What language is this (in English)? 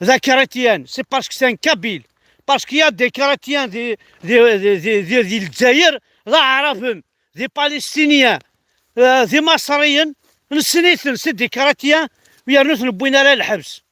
Kabyle